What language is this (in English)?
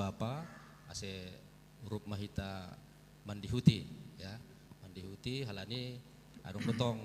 Batak Simalungun